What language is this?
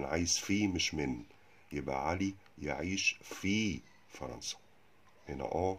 Egyptian Arabic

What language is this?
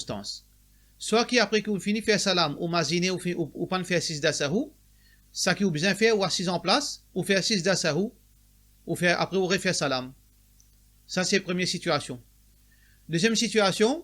Morisyen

